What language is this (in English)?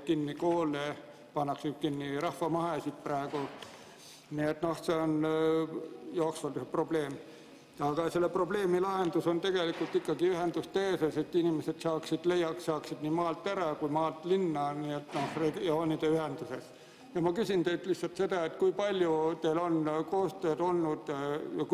Estonian